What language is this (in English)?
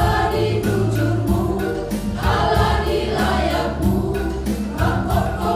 Batak Simalungun